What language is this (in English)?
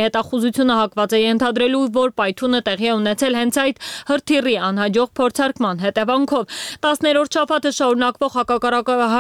Armenian